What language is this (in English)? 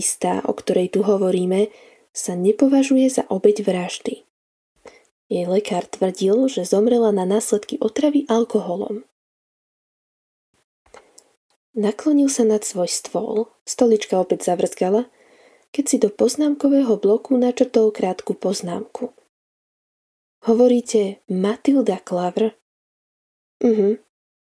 Slovak